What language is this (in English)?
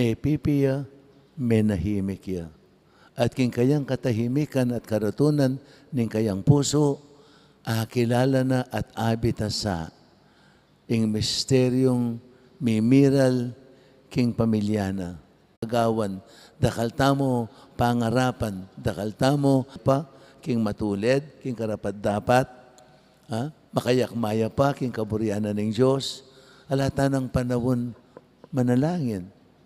Pampanga